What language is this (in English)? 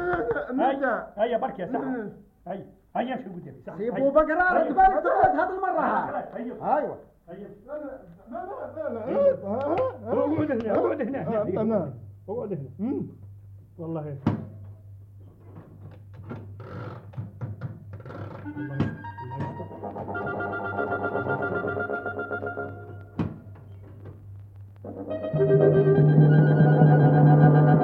Algerian Arabic